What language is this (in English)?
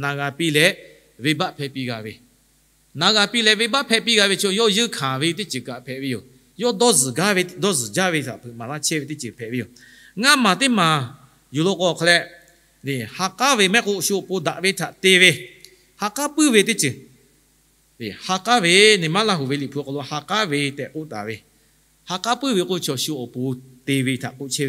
Lahu